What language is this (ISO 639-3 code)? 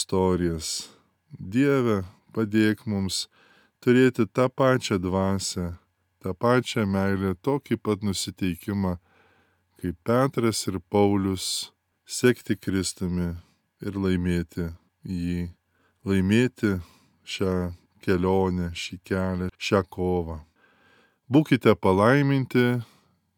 lit